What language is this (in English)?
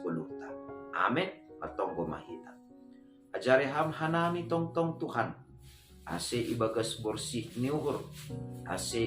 Batak Simalungun